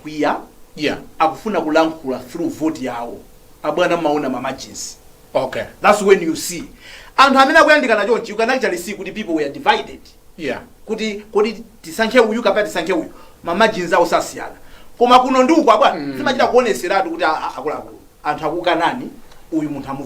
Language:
Nyanja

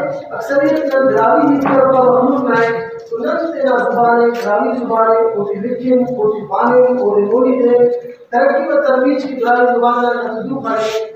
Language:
Brahui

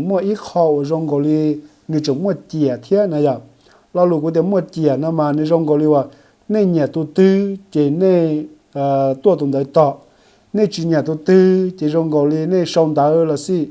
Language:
Hmong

